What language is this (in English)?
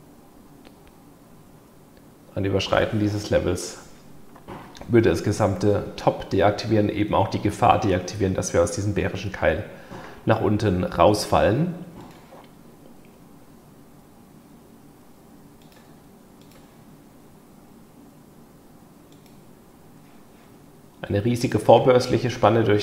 German